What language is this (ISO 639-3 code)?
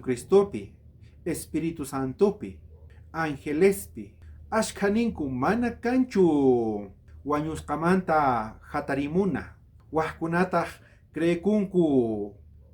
quh